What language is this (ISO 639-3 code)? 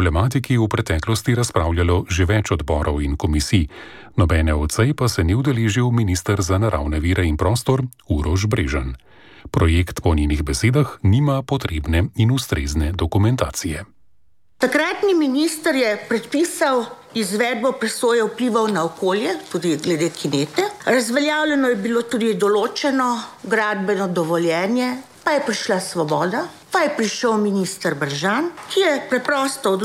slv